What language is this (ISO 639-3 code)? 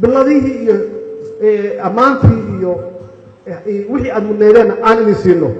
som